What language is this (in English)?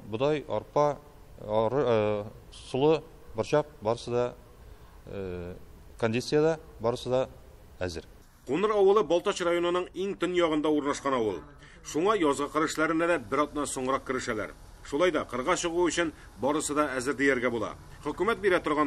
Tatar